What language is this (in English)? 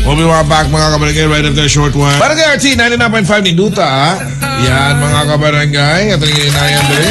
Cebuano